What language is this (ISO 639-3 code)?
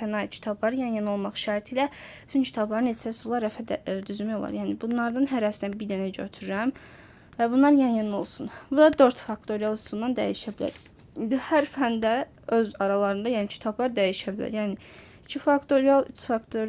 aze